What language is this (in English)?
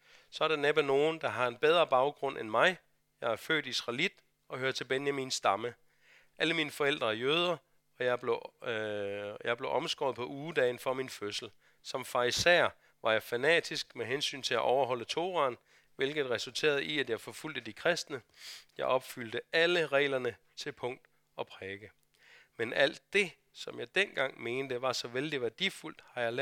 Danish